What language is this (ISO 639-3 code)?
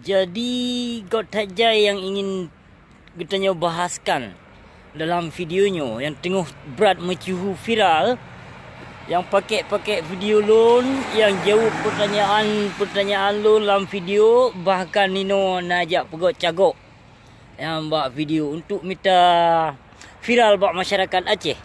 ace